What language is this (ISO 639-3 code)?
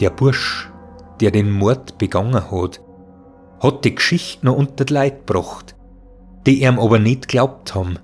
bar